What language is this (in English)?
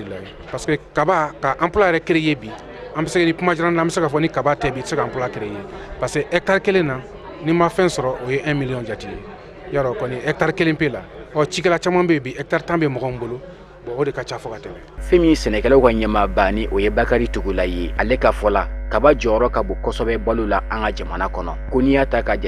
Bambara